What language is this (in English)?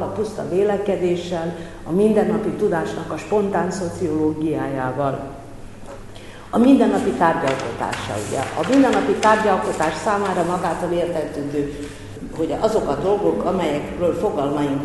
Hungarian